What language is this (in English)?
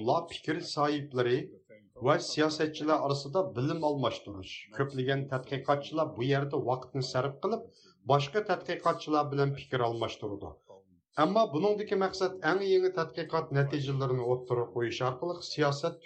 Uyghur